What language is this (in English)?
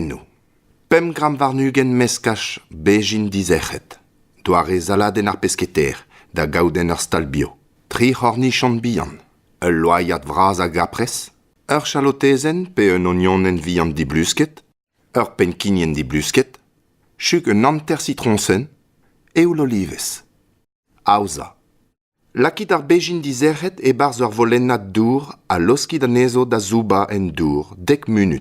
Breton